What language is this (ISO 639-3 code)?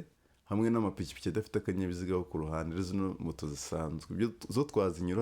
kin